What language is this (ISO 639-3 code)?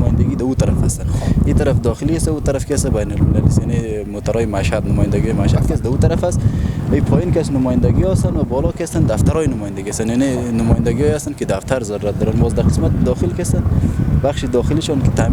haz